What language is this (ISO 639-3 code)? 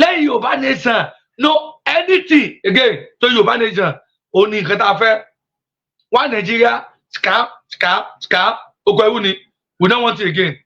yor